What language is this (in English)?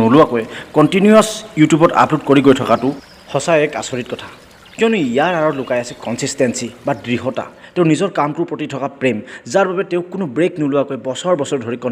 Assamese